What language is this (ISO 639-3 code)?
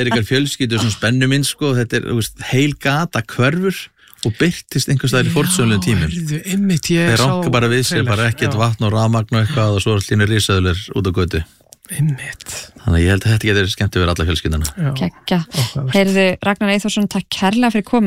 isl